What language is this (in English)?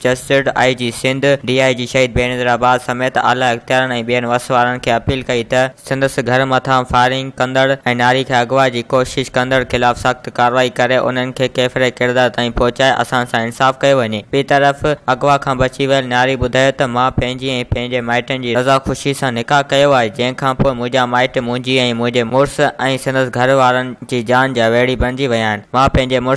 Sindhi